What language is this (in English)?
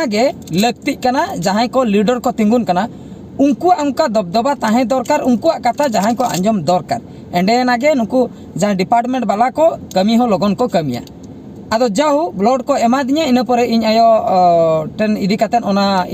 Santali